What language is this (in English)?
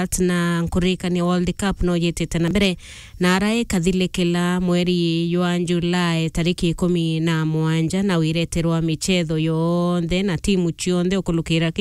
Meru